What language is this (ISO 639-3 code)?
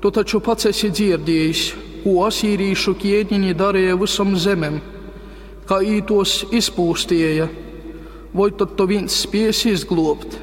ltg